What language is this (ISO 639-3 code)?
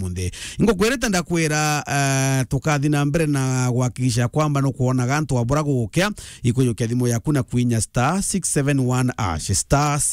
mer